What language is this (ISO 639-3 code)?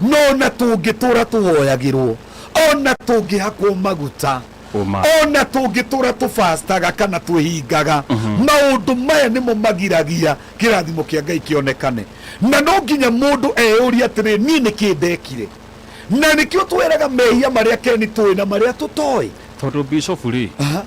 kik